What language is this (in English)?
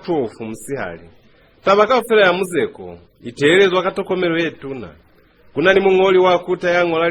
Lozi